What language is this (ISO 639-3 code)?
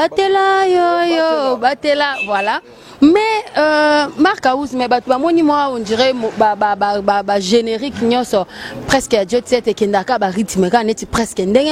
lin